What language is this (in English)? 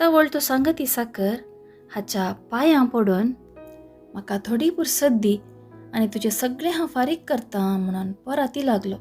Konkani